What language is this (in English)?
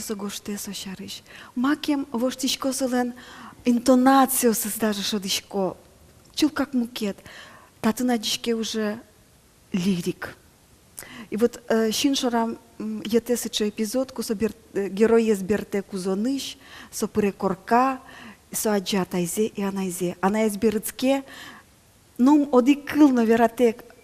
Udmurt